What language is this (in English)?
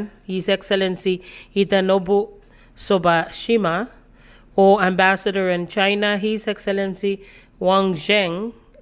Pohnpeian